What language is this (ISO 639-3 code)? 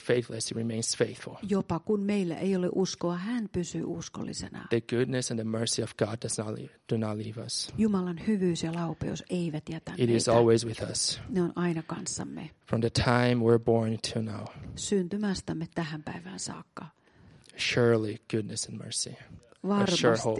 fin